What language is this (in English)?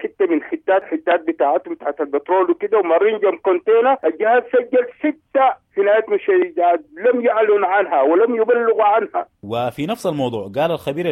Sudanese Arabic